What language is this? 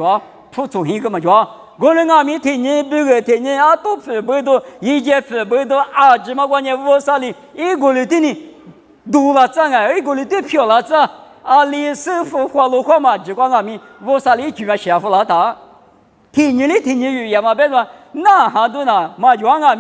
Lisu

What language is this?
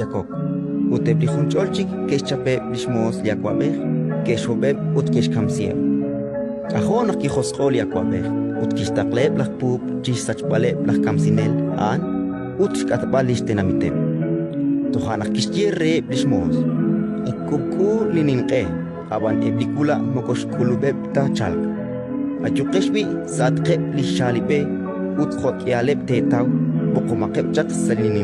Kekchí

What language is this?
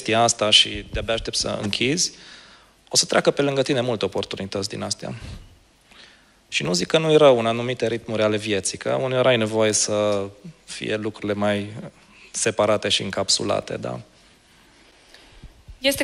Romanian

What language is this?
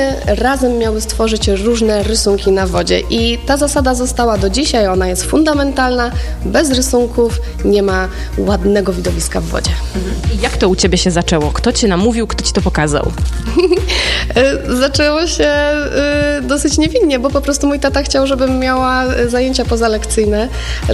Polish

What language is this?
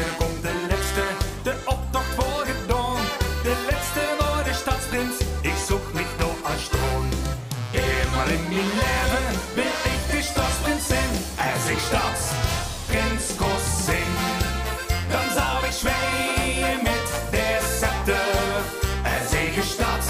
Limburgish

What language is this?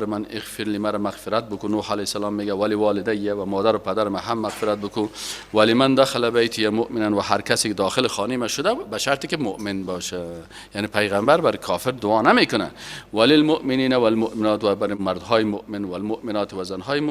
Persian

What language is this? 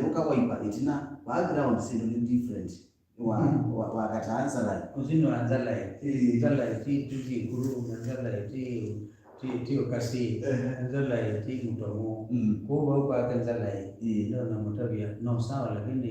Kamba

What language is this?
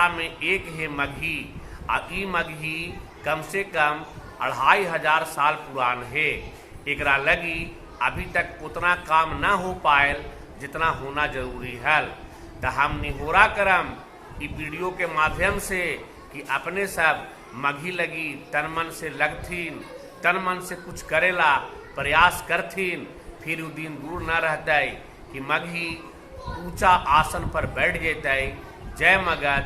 Magahi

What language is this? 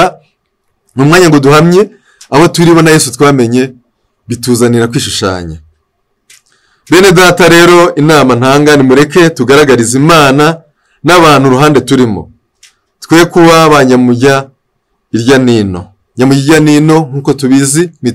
Kinyarwanda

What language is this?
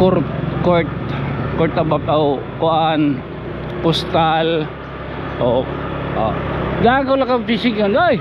Waray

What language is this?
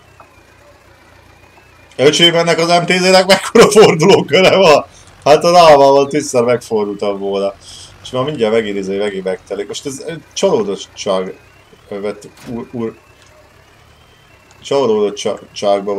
Hungarian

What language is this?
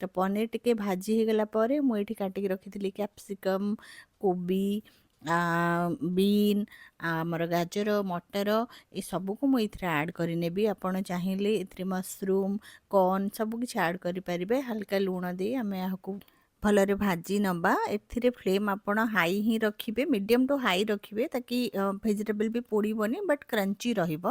Odia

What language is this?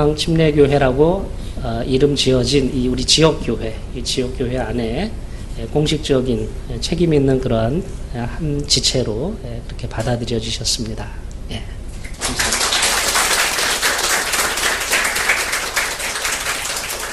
Korean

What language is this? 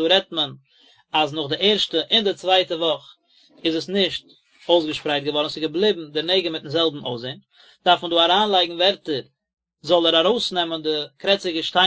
Yiddish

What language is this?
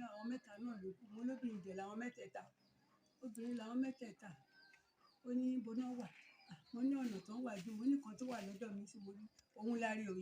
Yoruba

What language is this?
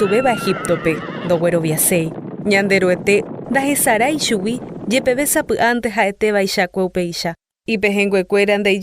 Guarani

